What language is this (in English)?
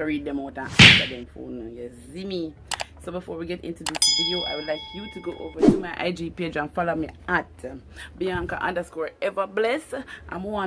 Jamaican Creole English